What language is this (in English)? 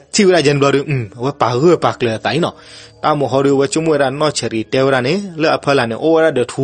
S'gaw Karen